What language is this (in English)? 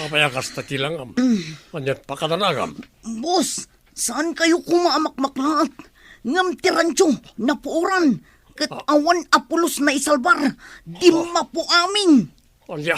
Iloko